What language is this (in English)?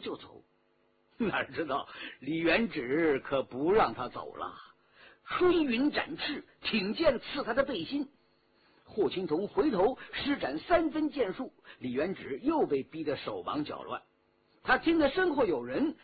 Chinese